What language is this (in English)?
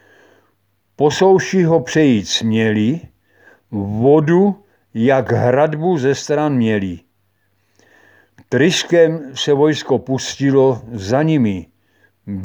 Czech